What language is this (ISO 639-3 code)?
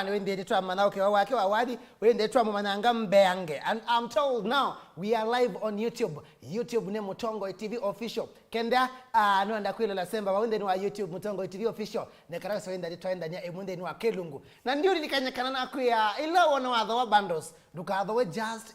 kam